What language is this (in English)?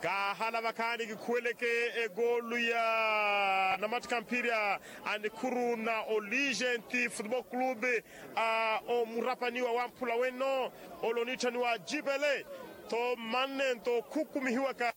Makhuwa